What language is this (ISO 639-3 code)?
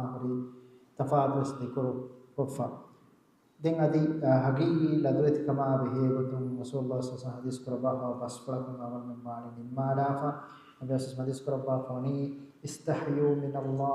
div